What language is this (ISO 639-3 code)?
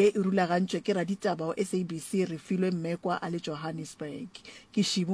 nso